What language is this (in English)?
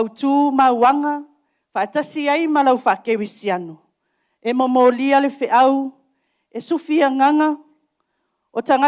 Samoan